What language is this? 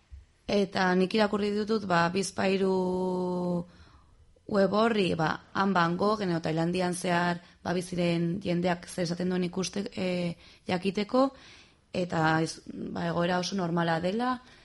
Basque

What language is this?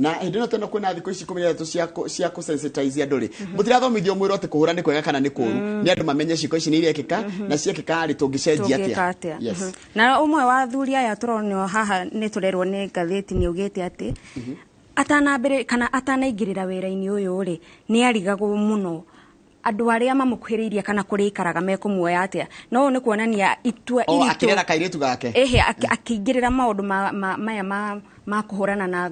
Kikuyu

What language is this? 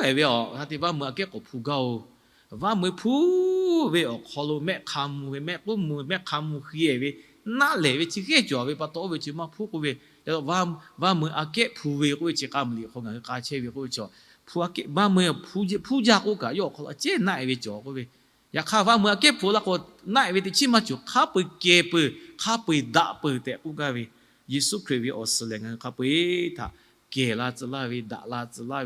Lahu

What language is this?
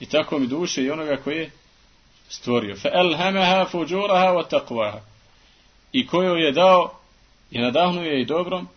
Bosnian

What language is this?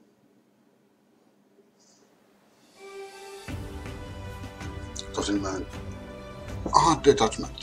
Finnish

